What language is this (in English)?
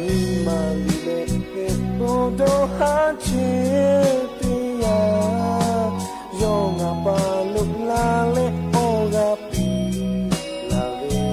Lahu